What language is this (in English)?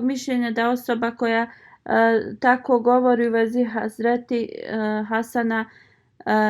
Bosnian